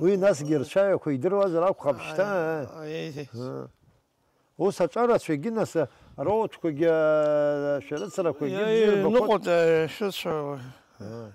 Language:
Abkhazian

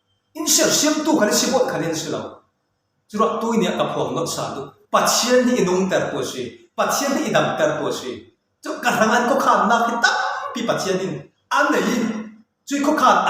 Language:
Falam Chin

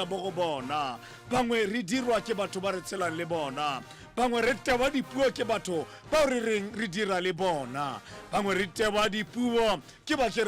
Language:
Tswana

